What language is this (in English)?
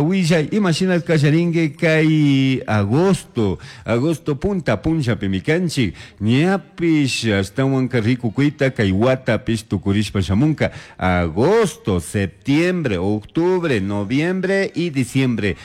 Chimborazo Highland Quichua